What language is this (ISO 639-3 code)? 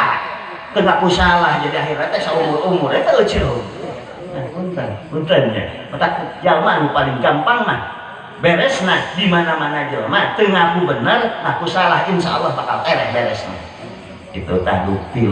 sun